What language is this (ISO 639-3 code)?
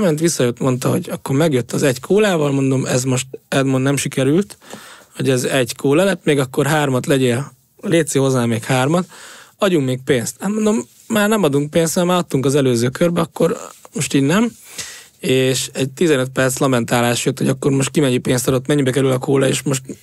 hun